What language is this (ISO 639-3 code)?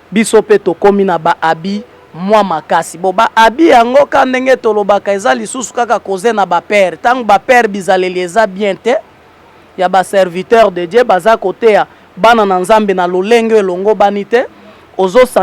lin